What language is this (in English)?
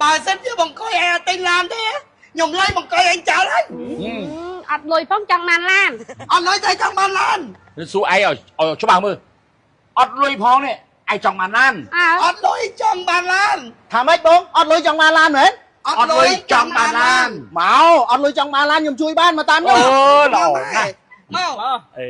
Khmer